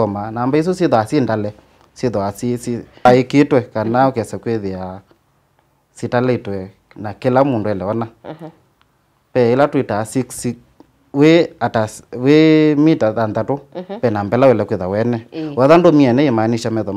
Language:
Kamba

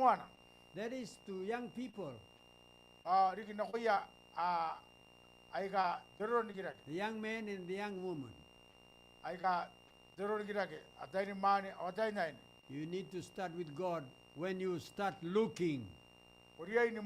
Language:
Gilbertese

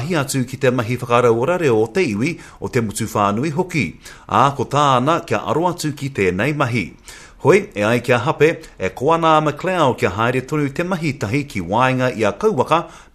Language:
Māori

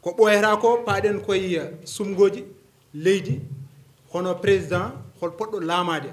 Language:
Fula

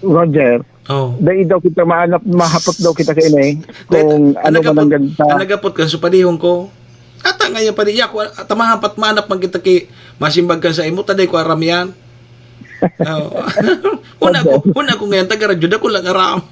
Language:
Bikol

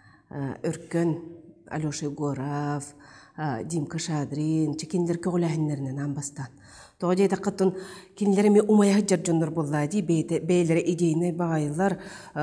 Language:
Yakut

